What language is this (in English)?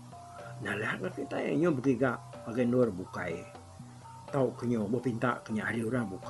Iban